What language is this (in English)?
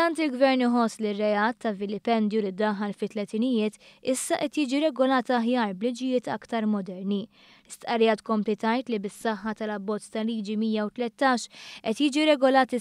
Maltese